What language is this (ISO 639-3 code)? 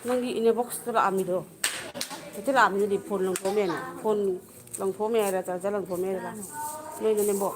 mni